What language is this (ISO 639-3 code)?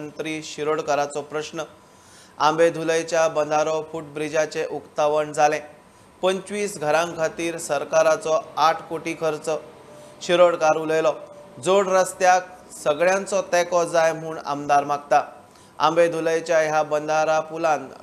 kok